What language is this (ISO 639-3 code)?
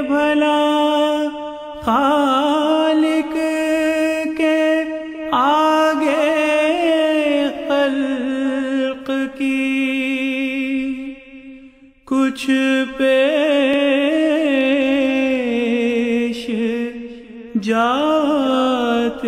urd